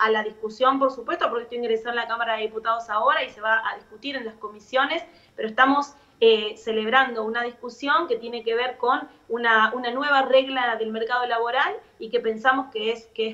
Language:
Spanish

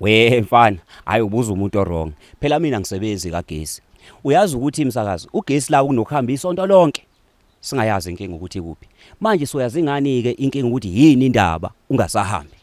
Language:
Zulu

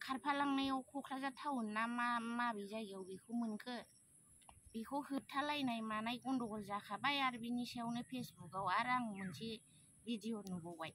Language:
Bodo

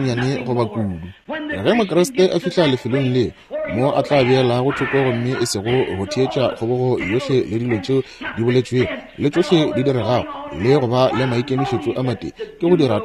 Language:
Northern Sotho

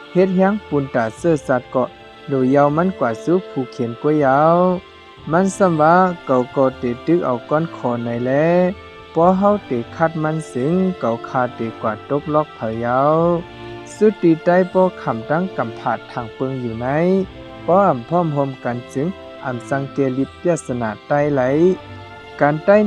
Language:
Shan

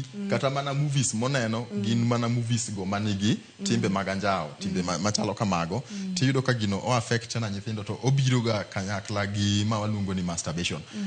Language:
Luo (Kenya and Tanzania)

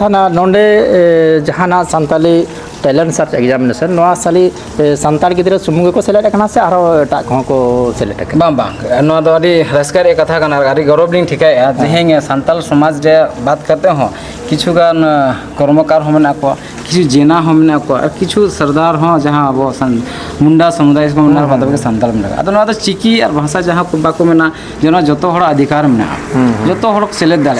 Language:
Santali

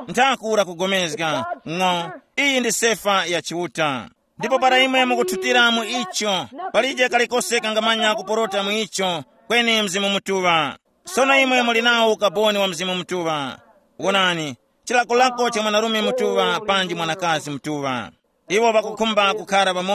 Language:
Tumbuka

